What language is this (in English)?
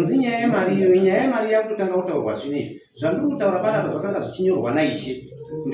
Shona